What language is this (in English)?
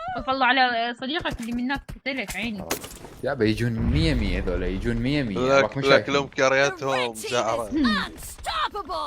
Mesopotamian Arabic